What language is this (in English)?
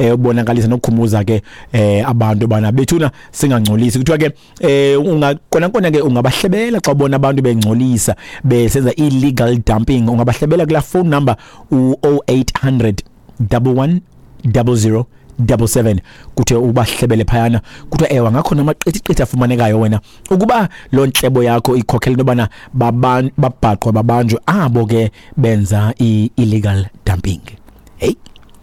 Xhosa